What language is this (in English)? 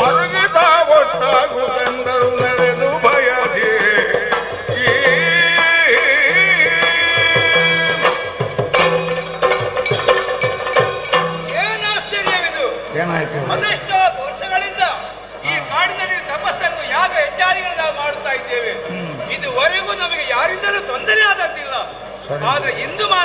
Kannada